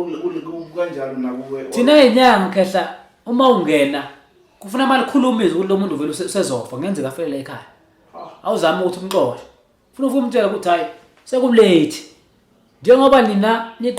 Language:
Zulu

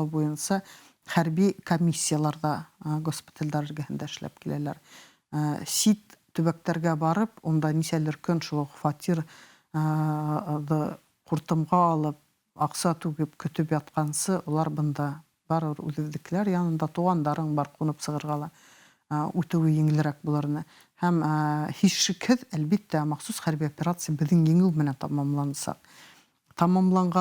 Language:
Bashkir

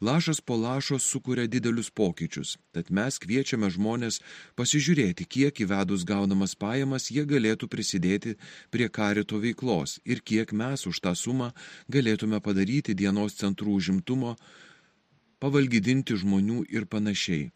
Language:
Lithuanian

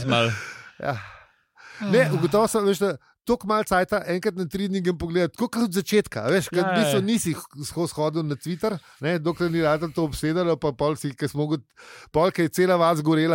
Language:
Slovenian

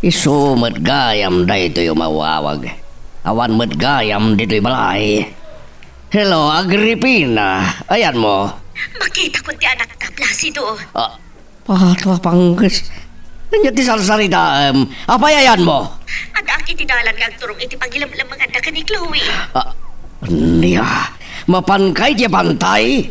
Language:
Iloko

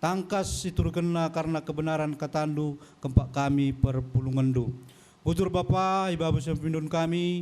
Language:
Batak Karo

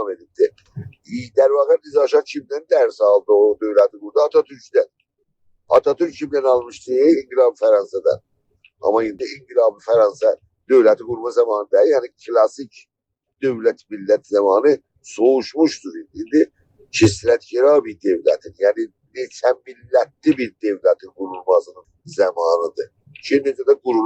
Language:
South Azerbaijani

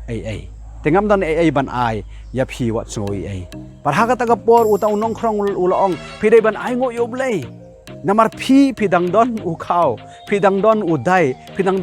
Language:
Khasi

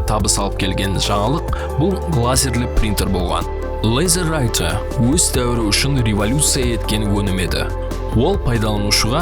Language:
Kara-Kalpak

